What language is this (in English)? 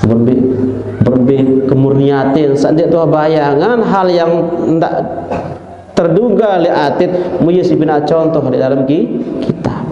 Sasak